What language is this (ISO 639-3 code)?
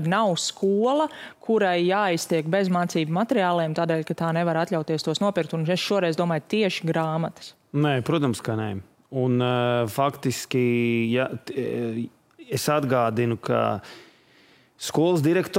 lav